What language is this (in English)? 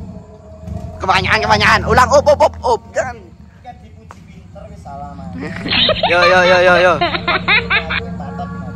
Indonesian